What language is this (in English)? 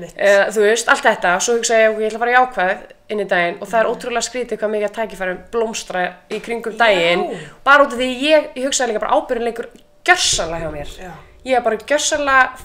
Icelandic